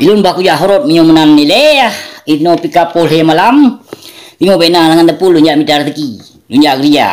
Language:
Achinese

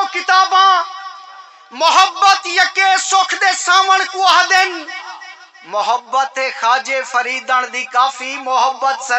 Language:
Saraiki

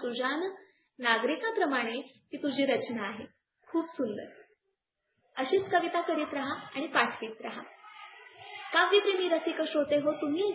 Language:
Marathi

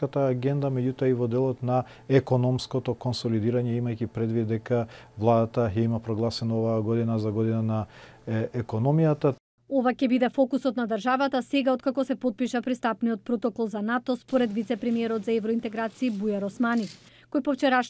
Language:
Macedonian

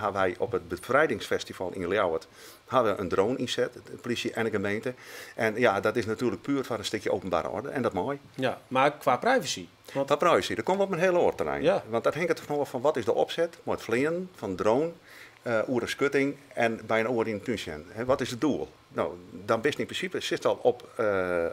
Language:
Western Frisian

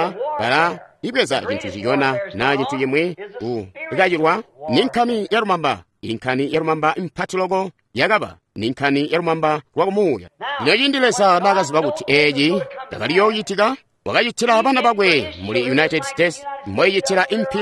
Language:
Tonga (Zambia)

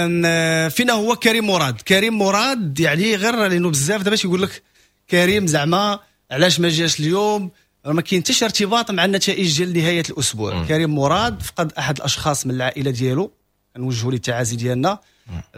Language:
Moroccan Arabic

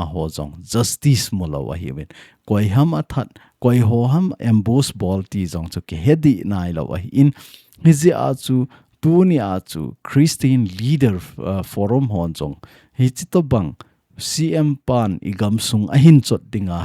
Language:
Thado Chin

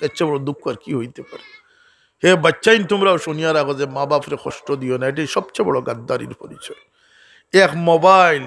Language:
Sylheti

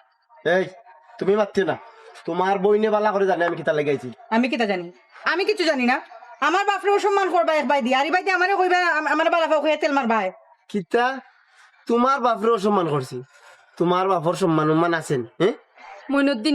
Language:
Sylheti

